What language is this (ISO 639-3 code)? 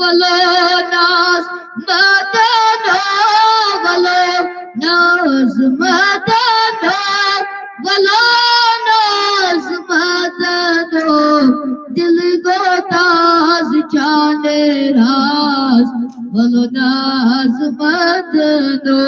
kas